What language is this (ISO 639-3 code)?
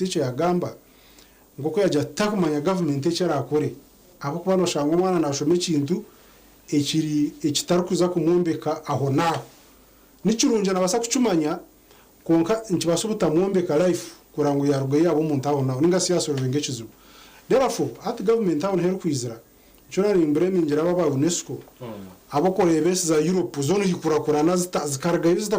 nyn